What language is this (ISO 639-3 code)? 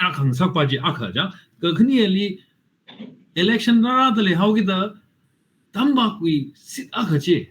nmf